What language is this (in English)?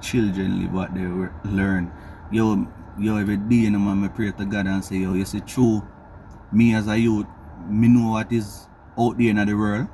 Jamaican Creole English